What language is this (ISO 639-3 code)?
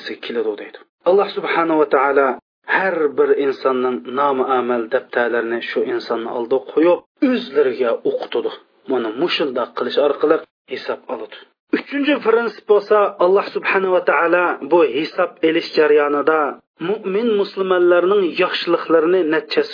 uig